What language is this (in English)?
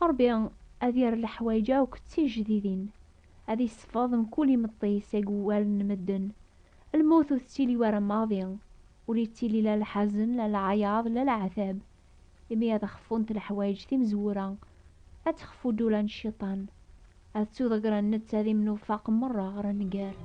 Kabyle